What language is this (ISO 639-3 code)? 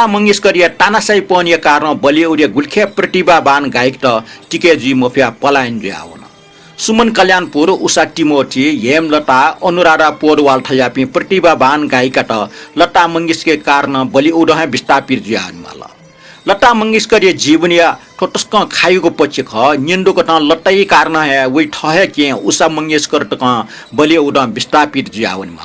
new